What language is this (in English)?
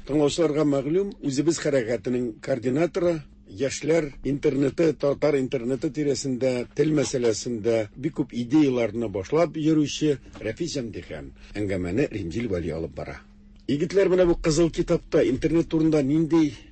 Tatar